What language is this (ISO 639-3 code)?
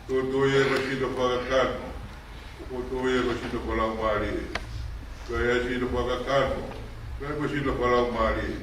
ton